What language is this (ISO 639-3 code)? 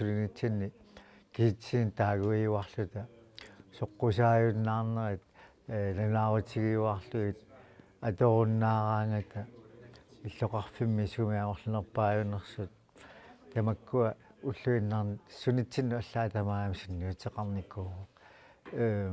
kal